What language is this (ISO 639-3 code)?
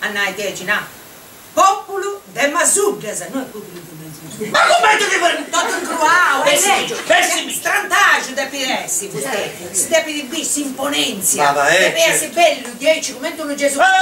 srd